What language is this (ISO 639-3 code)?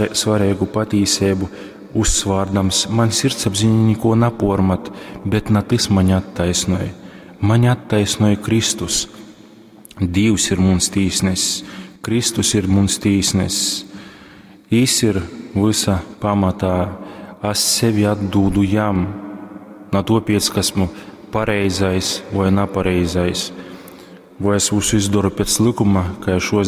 ltg